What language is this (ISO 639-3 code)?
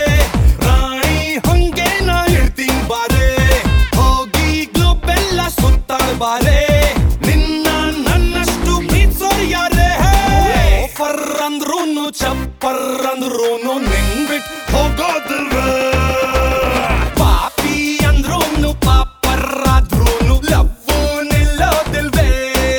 kan